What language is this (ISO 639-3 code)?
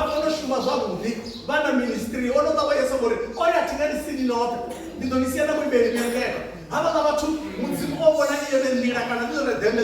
ven